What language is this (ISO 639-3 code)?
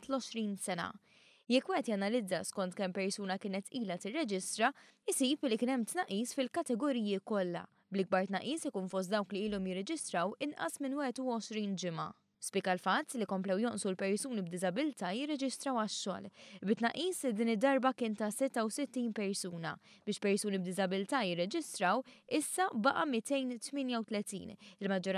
mlt